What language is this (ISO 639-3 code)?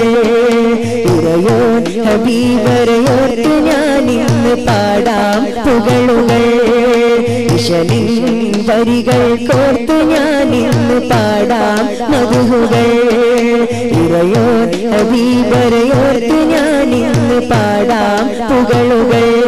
mal